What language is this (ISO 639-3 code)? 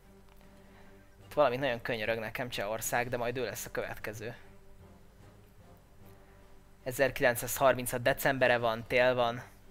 hun